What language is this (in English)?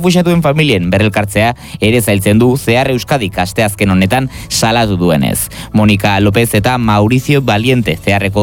Basque